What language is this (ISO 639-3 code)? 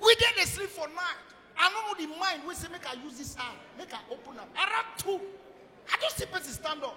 pcm